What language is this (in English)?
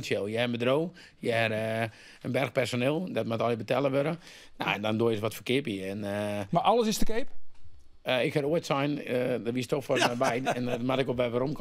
Western Frisian